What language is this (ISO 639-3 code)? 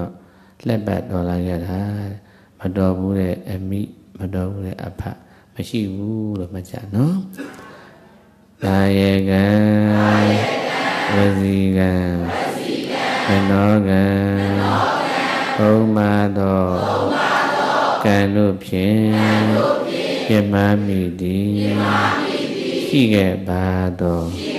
mya